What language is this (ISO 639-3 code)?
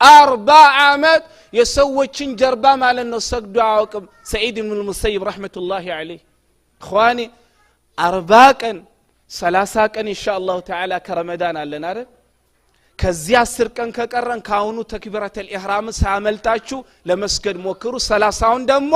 amh